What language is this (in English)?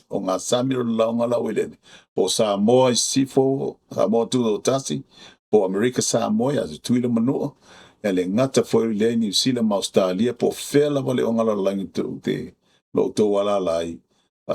Samoan